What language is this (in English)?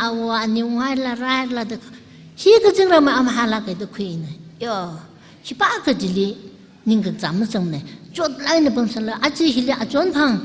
Tangkhul Naga (India)